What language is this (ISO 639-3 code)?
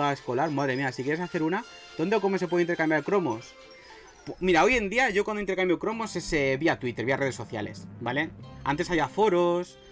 spa